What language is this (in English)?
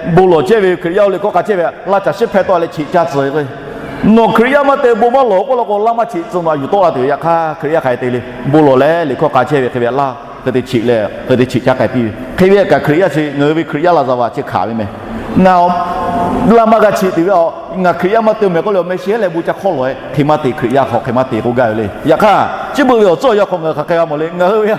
Lahu